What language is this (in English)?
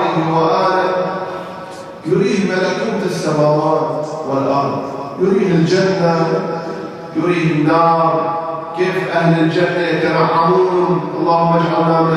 Arabic